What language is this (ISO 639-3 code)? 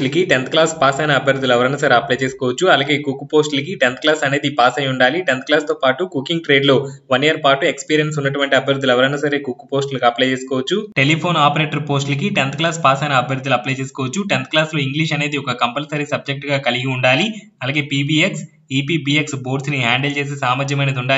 tel